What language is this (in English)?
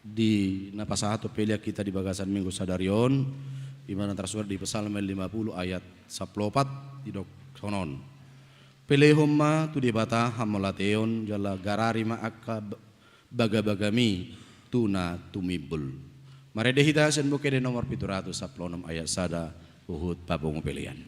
Batak Toba